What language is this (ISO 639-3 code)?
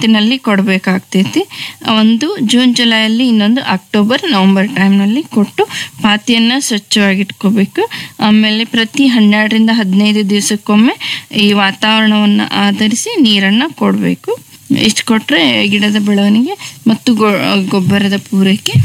kan